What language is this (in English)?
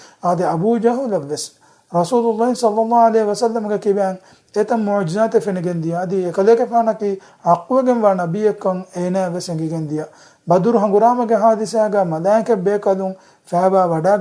Divehi